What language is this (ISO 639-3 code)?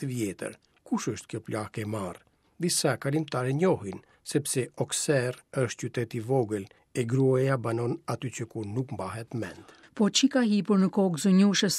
sqi